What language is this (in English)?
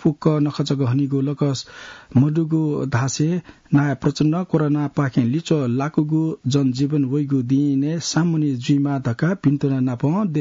Newari